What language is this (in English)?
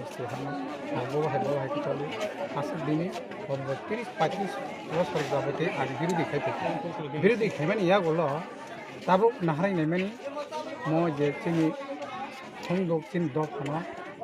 Kok Borok